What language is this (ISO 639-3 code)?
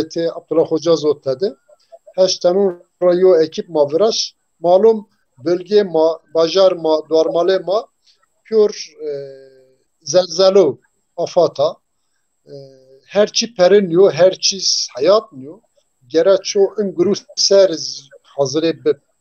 zza